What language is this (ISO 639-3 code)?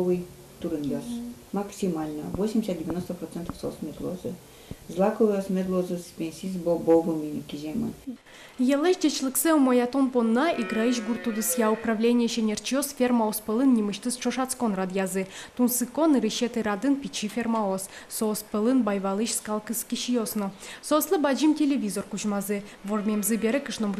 udm